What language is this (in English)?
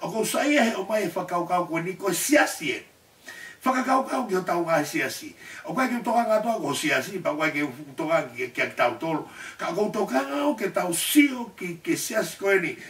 Tongan